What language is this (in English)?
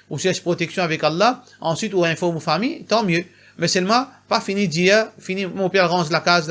Morisyen